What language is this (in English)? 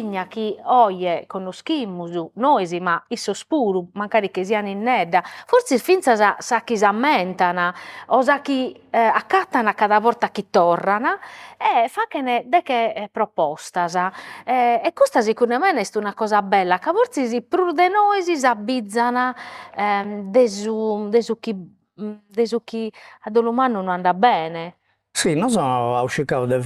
Sardinian